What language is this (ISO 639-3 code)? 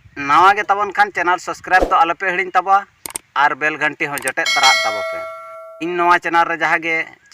sat